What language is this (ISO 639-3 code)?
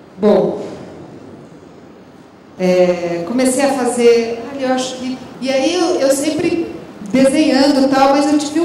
por